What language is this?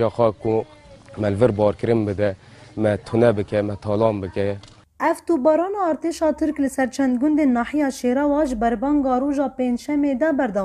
Kurdish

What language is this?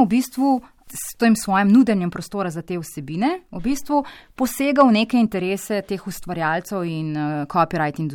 Slovenian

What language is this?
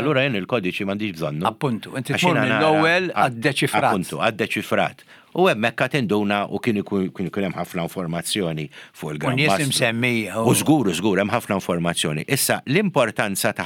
Maltese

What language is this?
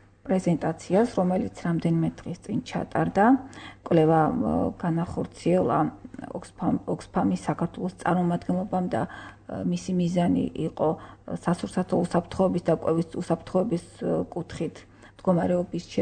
Georgian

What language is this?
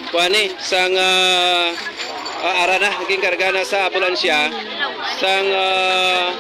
Hiligaynon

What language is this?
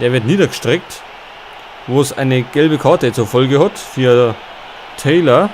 Bavarian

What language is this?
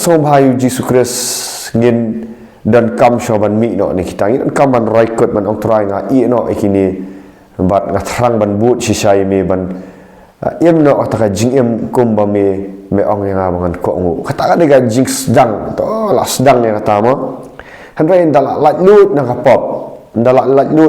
Khasi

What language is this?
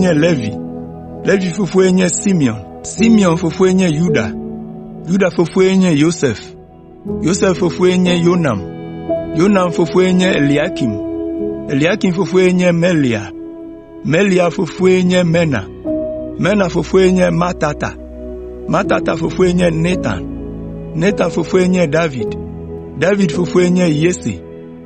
Ewe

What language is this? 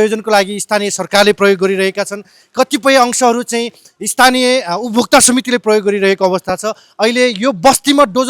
Nepali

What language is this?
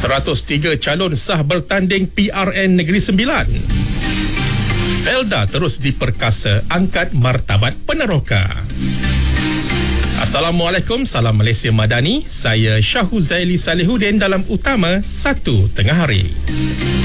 Malay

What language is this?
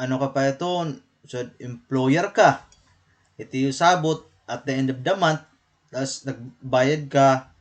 Waray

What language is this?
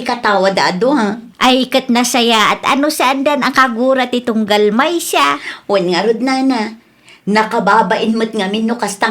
Iloko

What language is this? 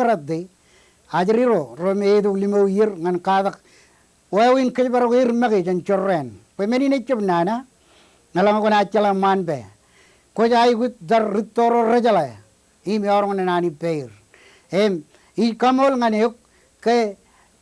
Marshallese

